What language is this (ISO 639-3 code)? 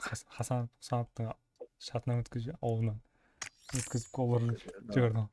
kaa